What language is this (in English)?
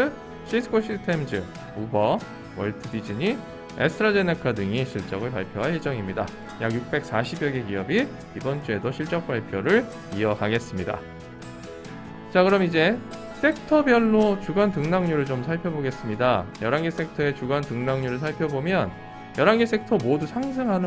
Korean